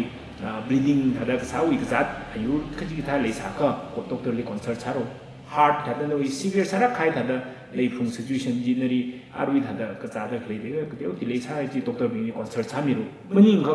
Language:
Tangkhul Naga (India)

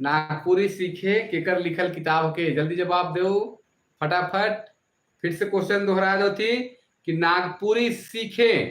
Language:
Sadri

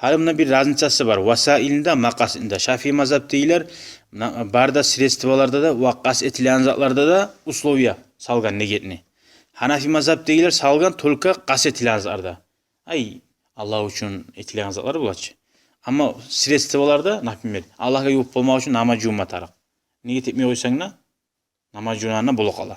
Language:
Kumyk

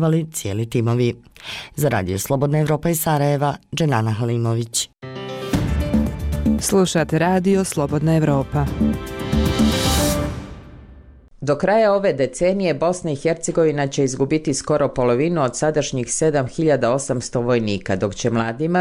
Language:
Bosnian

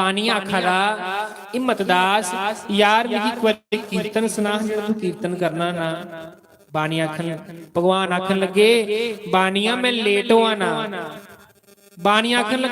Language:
Dogri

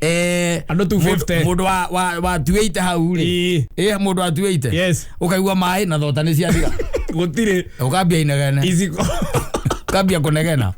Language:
Kikuyu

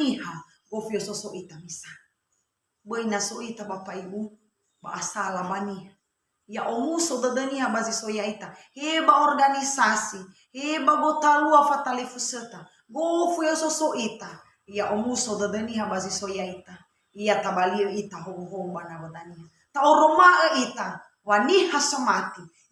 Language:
Nias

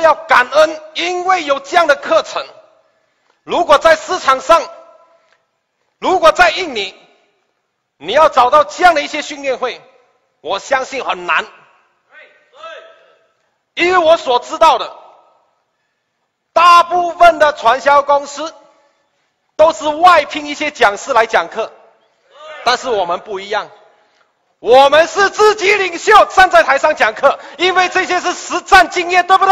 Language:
Chinese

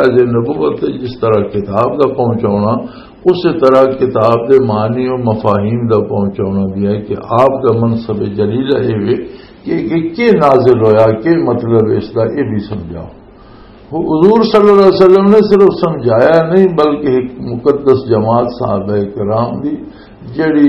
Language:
Western Panjabi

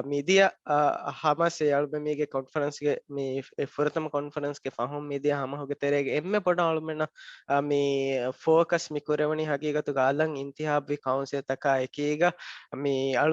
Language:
Divehi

